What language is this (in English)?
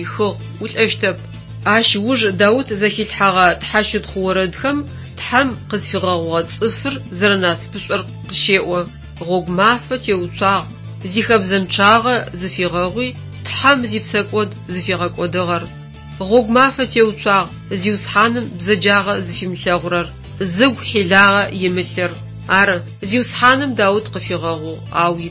Adyghe